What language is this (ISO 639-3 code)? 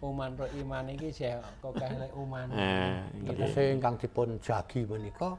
jav